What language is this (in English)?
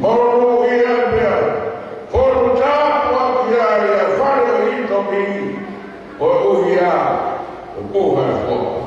Tongan